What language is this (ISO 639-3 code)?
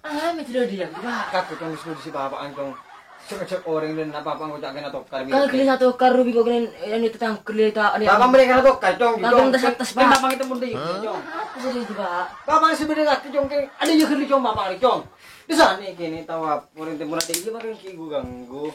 mad